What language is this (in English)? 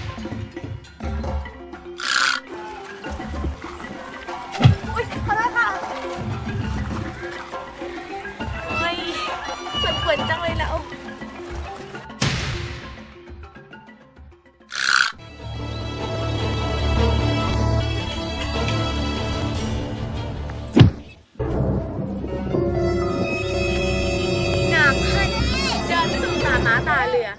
Thai